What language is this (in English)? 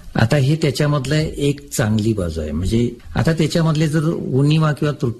Marathi